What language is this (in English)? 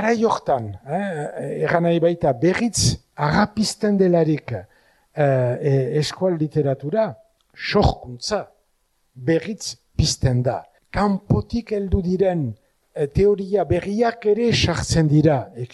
Basque